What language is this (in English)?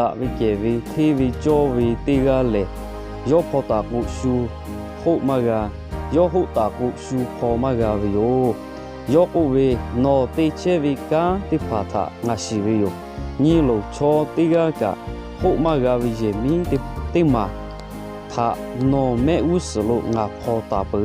Lahu